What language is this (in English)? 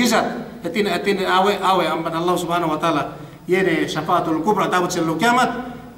Yakan